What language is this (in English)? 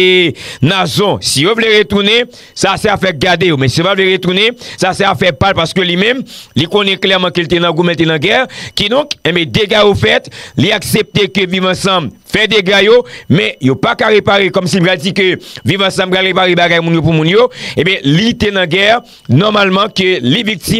Haitian Creole